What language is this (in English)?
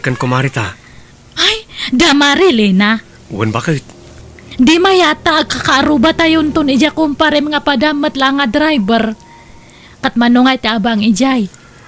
Iloko